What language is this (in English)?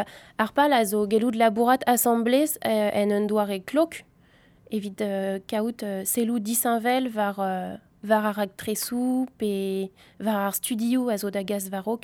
Breton